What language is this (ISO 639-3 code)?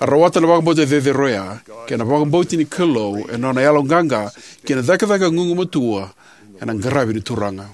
fij